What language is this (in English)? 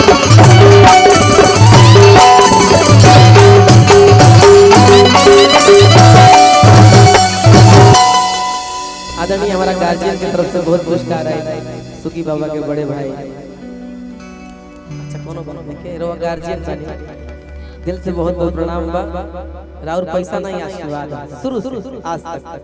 Bhojpuri